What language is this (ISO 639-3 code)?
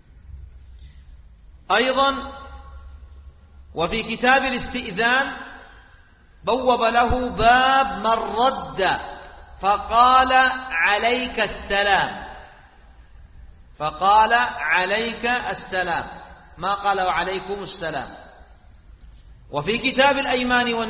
ara